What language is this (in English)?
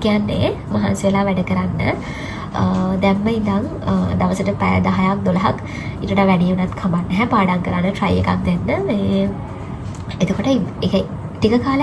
Sinhala